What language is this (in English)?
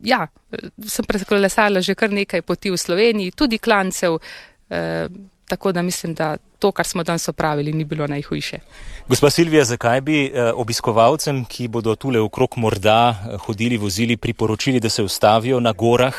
Slovenian